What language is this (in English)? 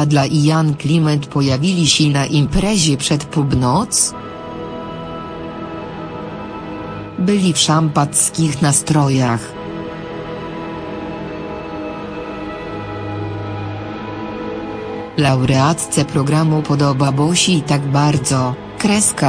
Polish